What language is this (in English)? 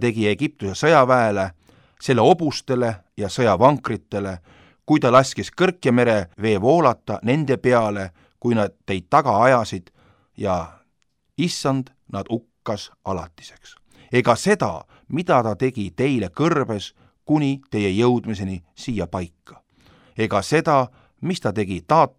Estonian